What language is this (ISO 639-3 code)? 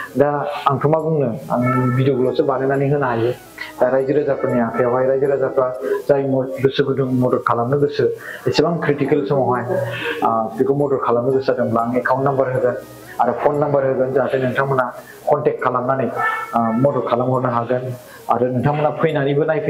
brx